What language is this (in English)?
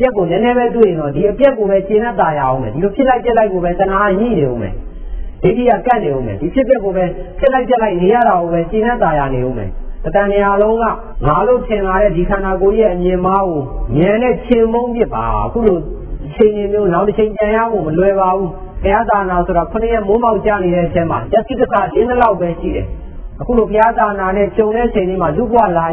Burmese